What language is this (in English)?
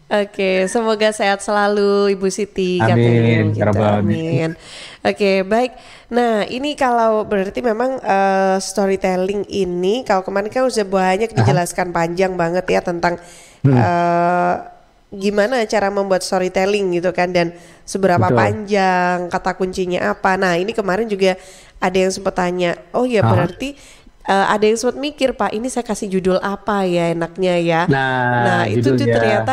Indonesian